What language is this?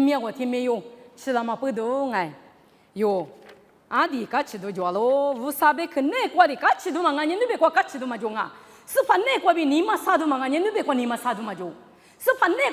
Lisu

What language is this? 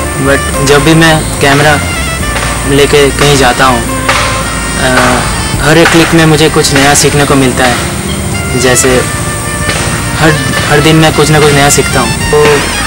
Hindi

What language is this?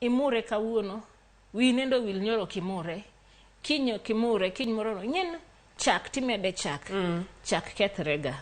Luo (Kenya and Tanzania)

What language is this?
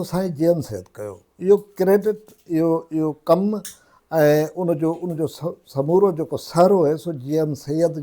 Sindhi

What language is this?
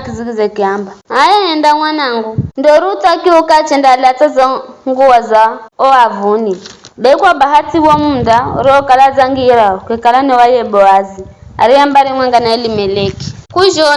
Giryama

